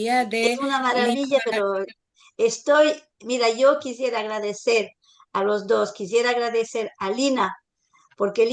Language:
Ladino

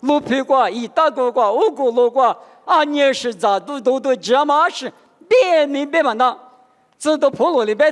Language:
Lisu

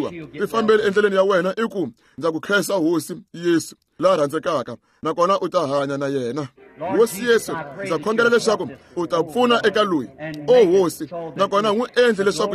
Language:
Tsonga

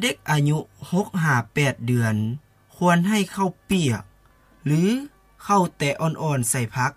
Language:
Lao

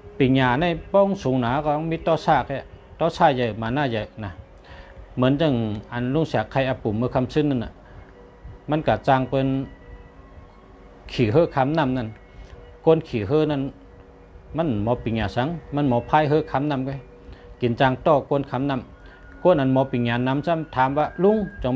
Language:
Shan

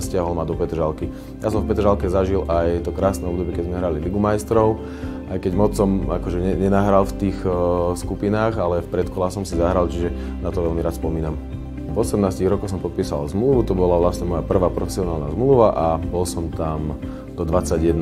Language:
Slovak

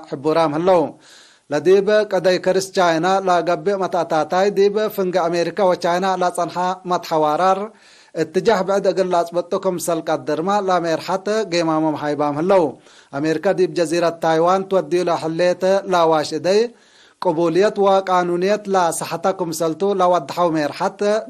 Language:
Tigre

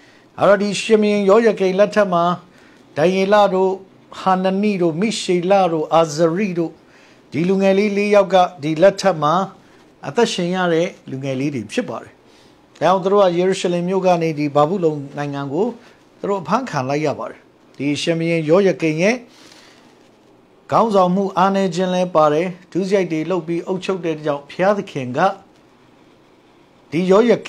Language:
Burmese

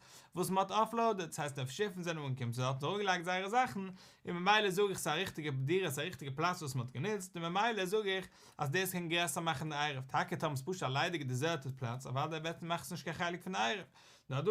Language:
Yiddish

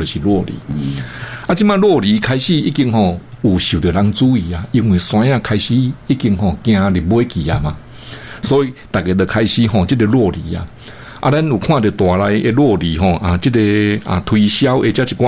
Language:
Min Nan Chinese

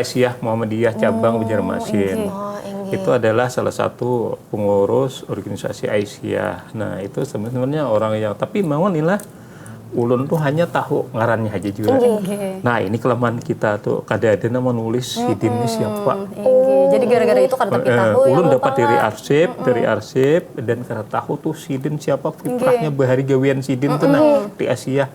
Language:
Banjar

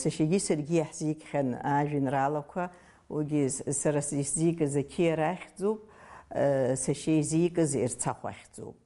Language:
Abkhazian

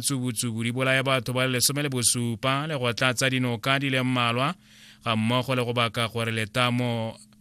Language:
Tswana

